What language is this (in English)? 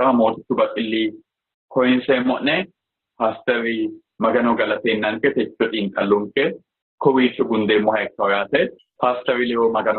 Sidamo